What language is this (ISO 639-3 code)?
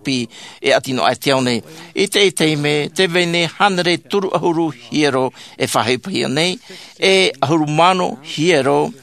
tah